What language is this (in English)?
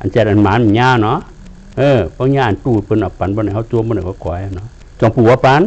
Shan